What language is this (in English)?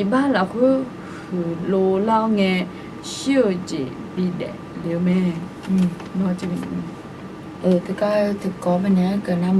Akha